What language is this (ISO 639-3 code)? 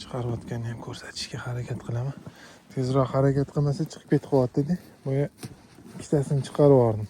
uzb